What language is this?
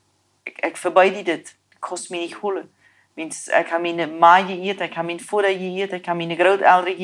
Plautdietsch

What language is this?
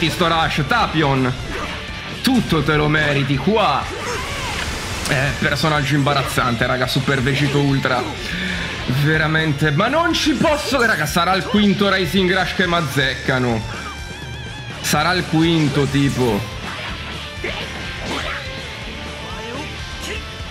Italian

